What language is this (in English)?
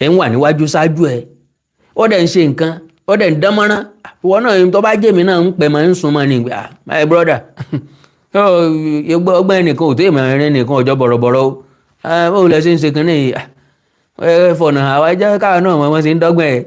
Yoruba